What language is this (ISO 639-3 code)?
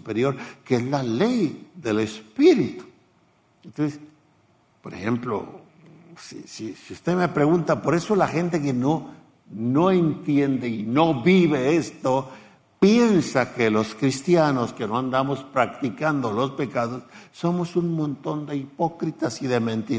spa